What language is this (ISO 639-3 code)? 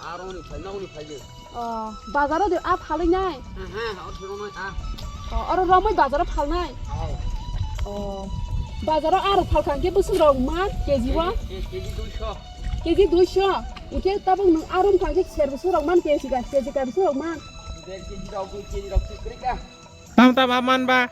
trp